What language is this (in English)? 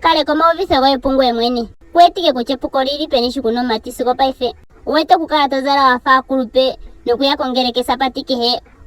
Ndonga